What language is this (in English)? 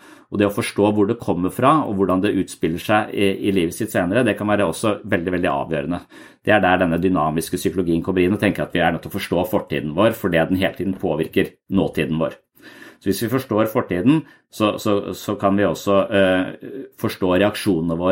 Norwegian